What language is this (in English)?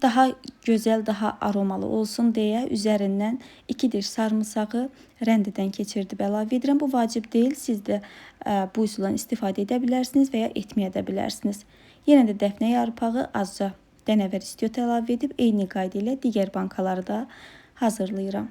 Azerbaijani